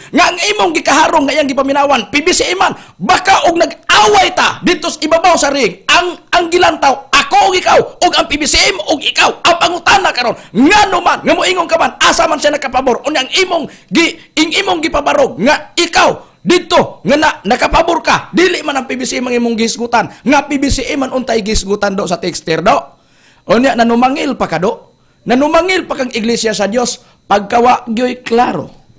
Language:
Cebuano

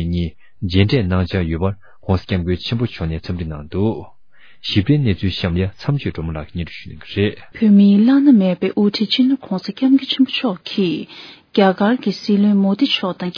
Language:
Tibetan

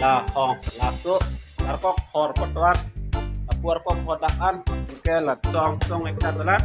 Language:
Karbi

